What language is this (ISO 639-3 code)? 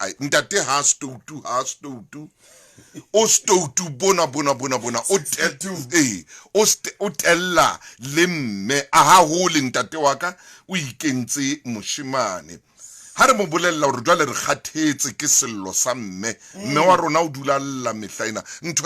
sot